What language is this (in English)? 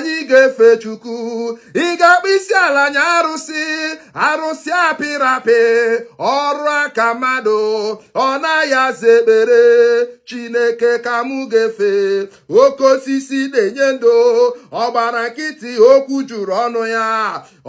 Igbo